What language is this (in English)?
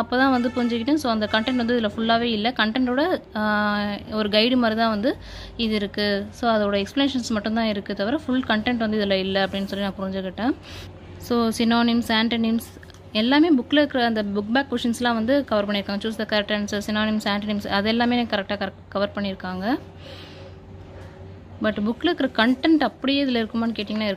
Tamil